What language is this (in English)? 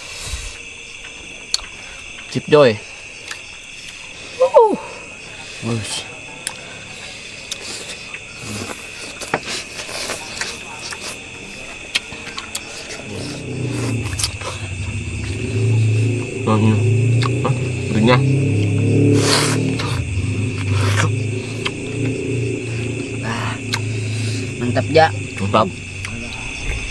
Indonesian